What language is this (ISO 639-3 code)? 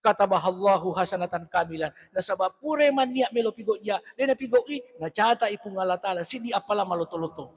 bug